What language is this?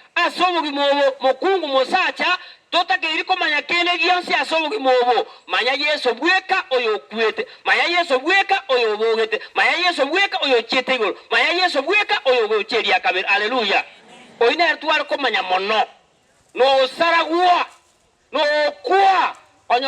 Gusii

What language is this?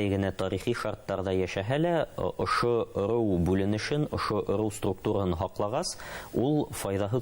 Bashkir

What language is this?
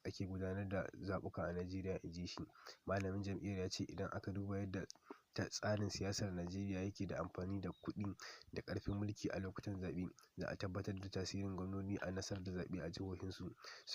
Hausa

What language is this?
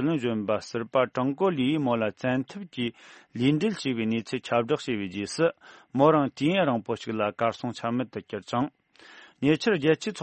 Tibetan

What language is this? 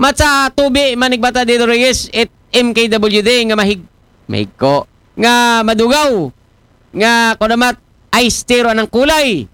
Aklanon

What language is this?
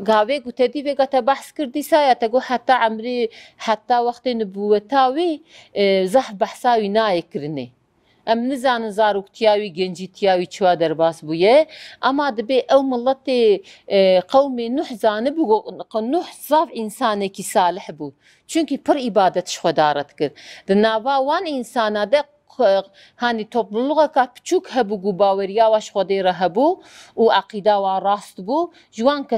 Kurdish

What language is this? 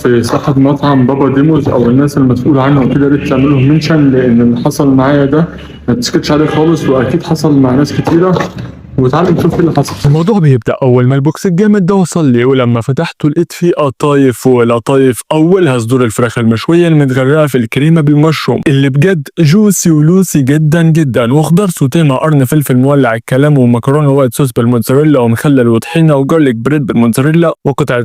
Egyptian Arabic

